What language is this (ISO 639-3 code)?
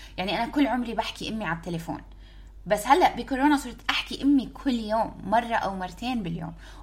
apc